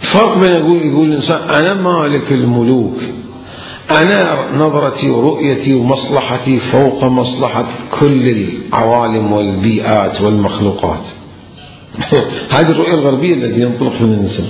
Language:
Mesopotamian Arabic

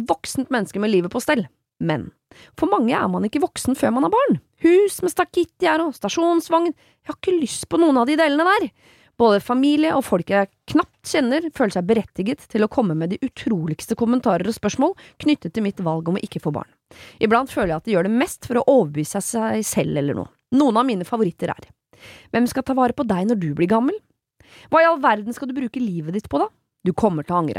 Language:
Norwegian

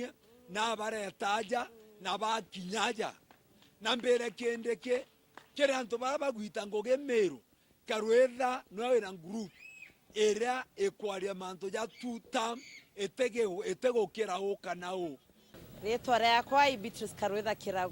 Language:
Meru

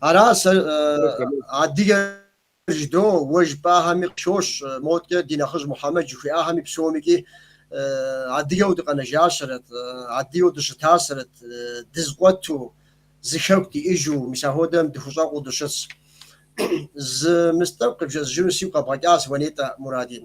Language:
Kabardian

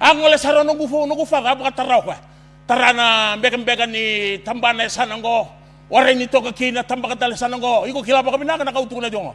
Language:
Fijian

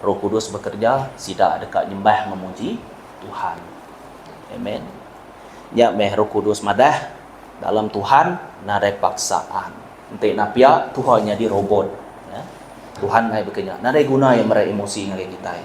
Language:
Iban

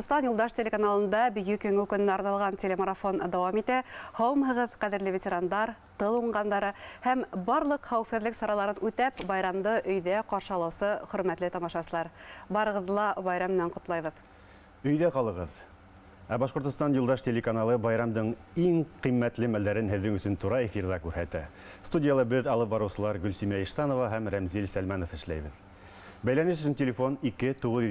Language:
Bashkir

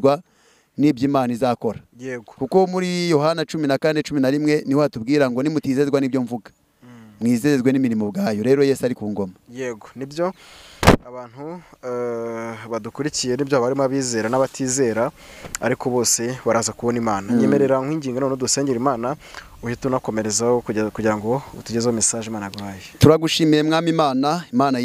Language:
Kinyarwanda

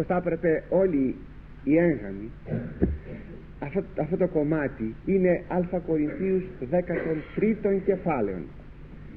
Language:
Greek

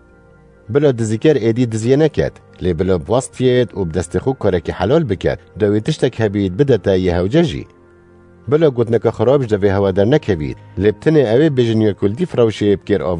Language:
Kurdish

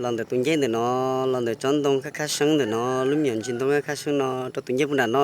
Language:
Hmong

